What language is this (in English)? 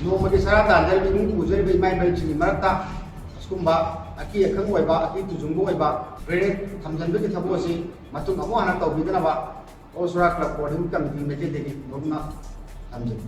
Manipuri